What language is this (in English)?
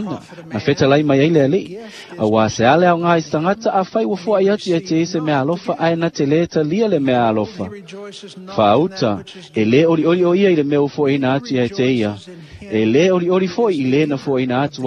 Samoan